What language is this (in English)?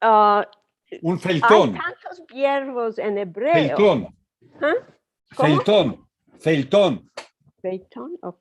Ladino